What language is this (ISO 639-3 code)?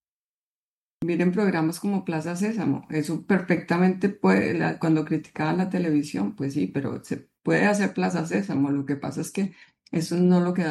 spa